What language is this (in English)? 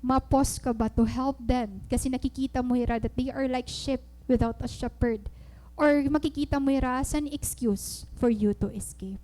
Waray